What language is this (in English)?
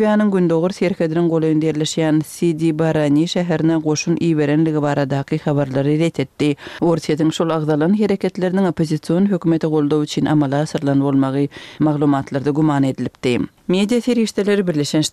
Turkmen